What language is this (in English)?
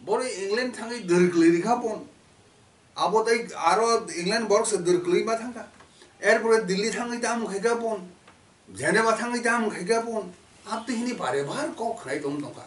Kok Borok